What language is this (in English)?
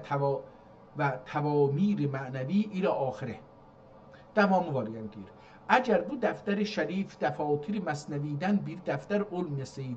South Azerbaijani